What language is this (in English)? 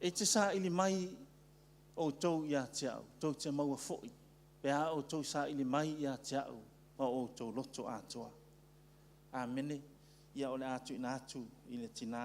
Samoan